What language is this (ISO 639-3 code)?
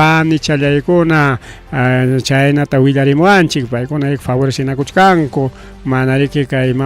quy